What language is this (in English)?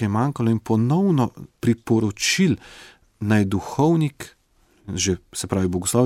Slovenian